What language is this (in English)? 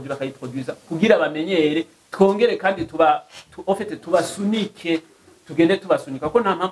Rundi